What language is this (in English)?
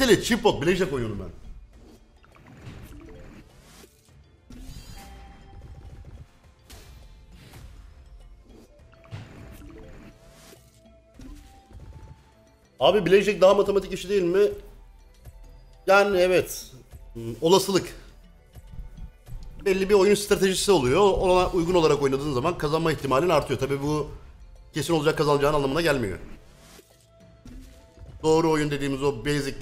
Turkish